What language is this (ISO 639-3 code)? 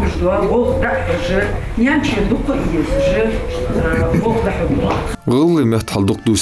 inh